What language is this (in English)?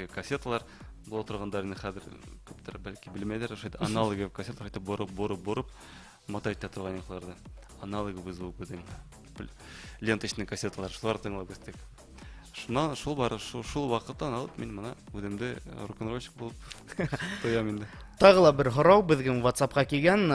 Bashkir